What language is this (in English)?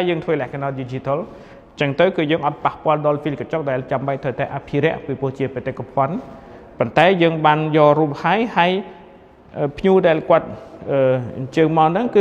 Khmer